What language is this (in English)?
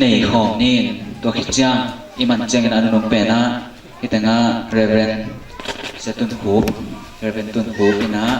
Tedim Chin